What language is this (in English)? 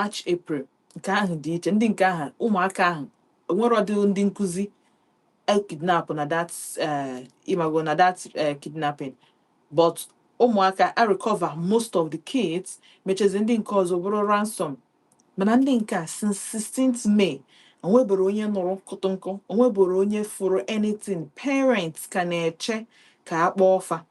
Igbo